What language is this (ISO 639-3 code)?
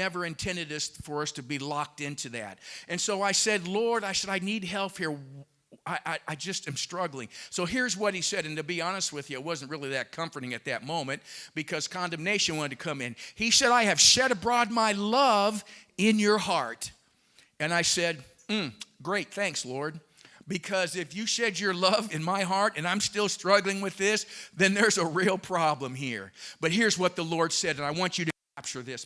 eng